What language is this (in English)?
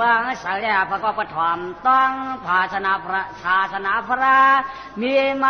Shan